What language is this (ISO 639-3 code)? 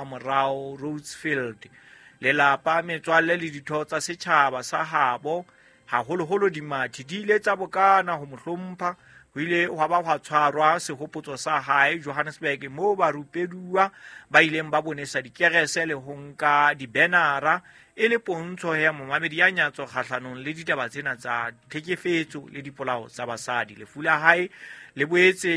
sot